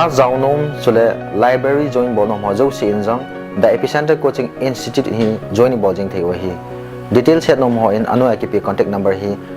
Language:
Thado Chin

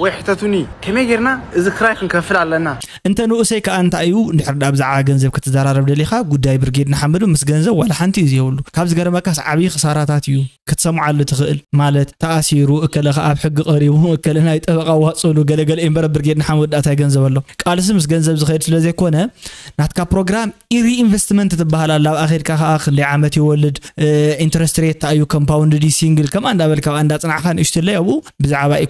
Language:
Tigrinya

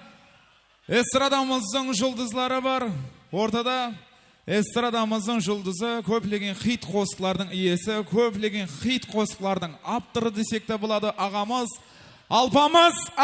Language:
Kara-Kalpak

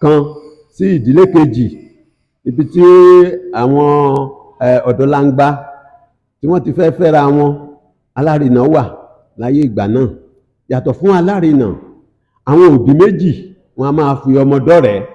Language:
Yoruba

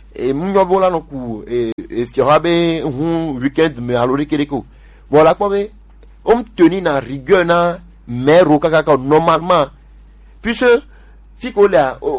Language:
Gen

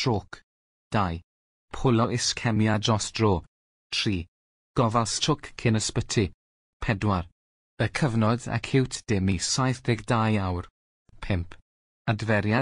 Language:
Welsh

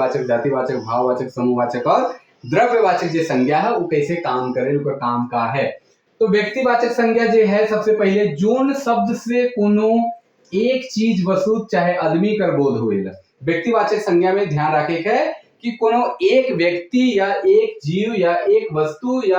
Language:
Sadri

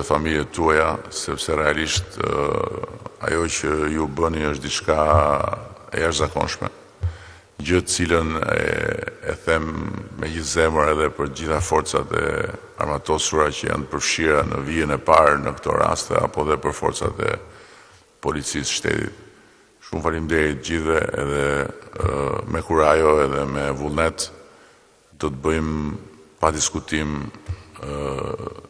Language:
Albanian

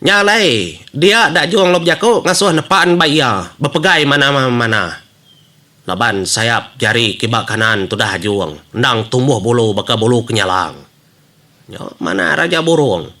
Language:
Iban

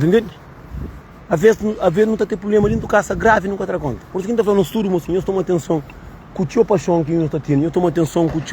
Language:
Kabuverdianu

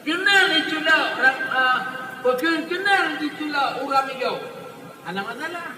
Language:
Achinese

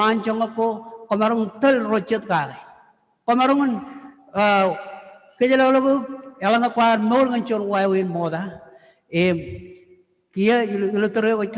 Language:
Marshallese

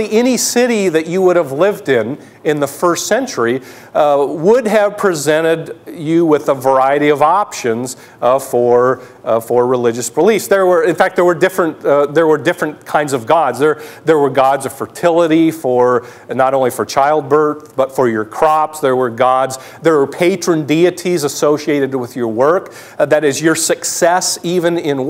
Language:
English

